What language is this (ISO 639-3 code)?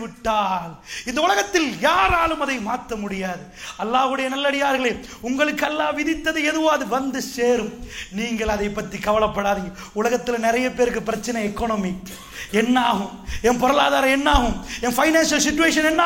tam